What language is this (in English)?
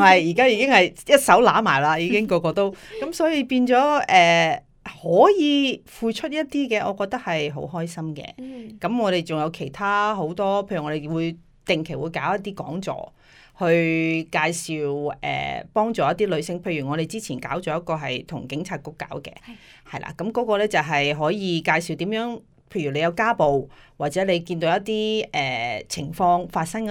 Cantonese